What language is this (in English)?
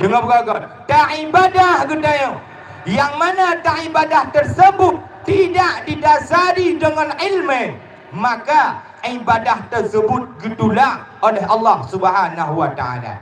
Achinese